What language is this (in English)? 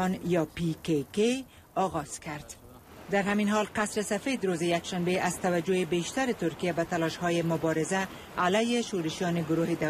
Persian